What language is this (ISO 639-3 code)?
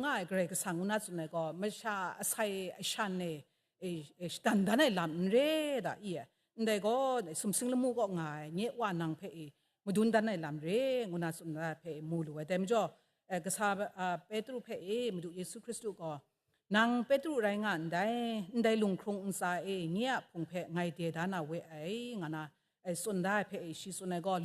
kac